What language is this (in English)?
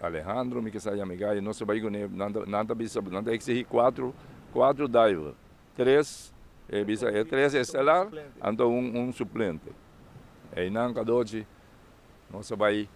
Papiamento